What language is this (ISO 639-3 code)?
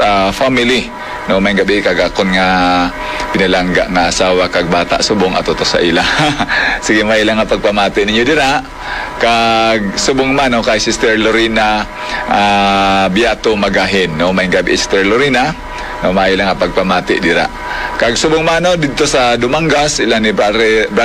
hil